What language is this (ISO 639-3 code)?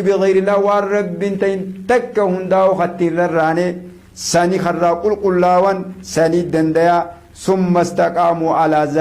orm